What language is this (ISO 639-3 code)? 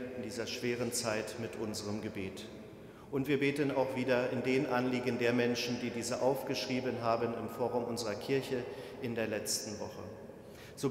deu